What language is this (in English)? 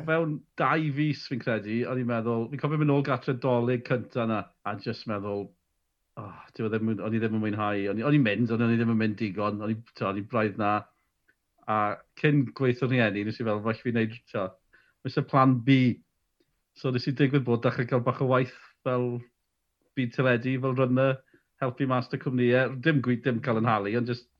Welsh